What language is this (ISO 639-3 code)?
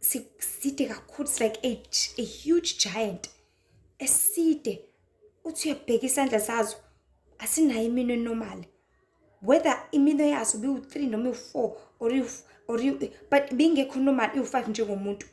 zul